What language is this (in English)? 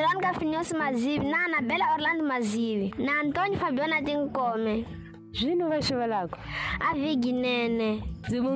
Tsonga